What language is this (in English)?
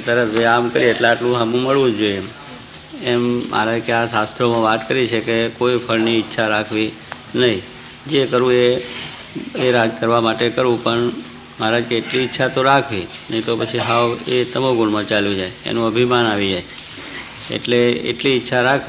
Gujarati